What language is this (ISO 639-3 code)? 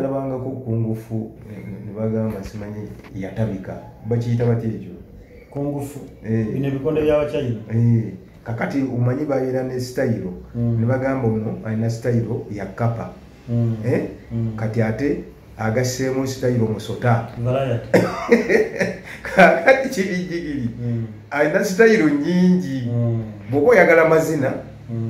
lug